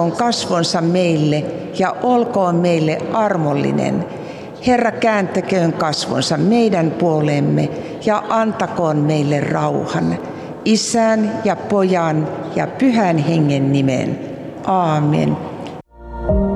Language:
Finnish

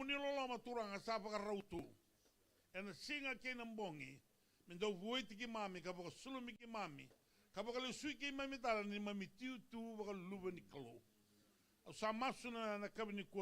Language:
Fijian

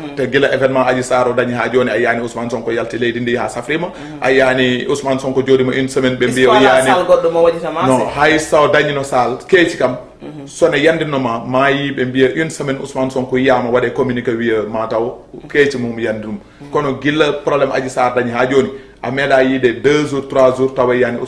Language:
Fula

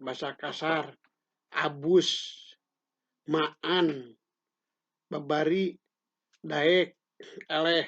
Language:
Sundanese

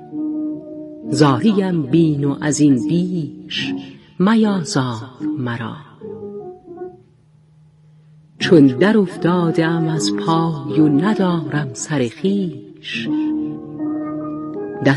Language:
Persian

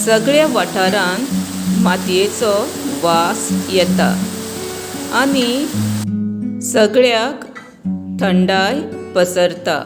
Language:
Konkani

